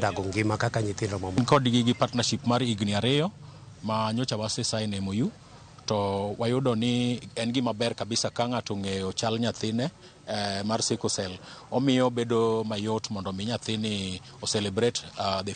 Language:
Luo (Kenya and Tanzania)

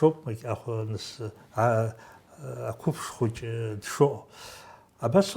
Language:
Abkhazian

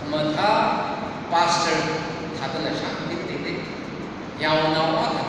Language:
Tangkhul Naga (India)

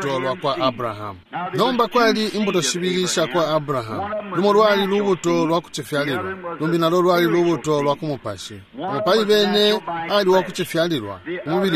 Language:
Bemba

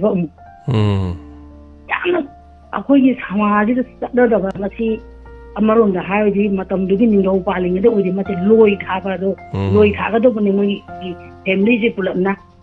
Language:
Manipuri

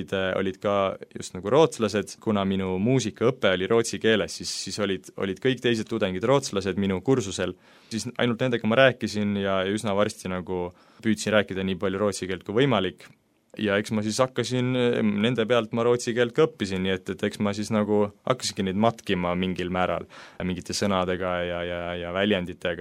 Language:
Estonian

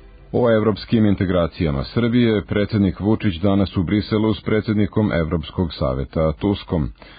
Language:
Serbian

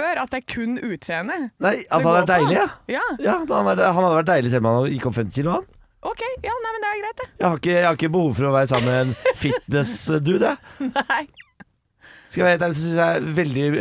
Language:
Norwegian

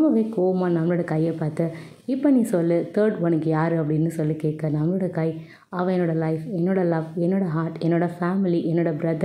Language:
Tamil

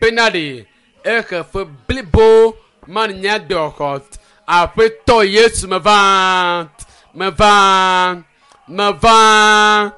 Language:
Ewe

